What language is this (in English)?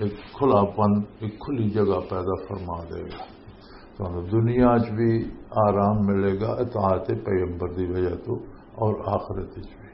Western Panjabi